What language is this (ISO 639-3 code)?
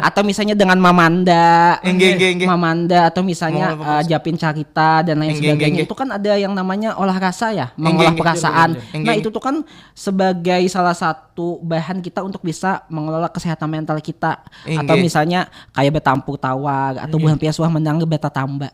bjn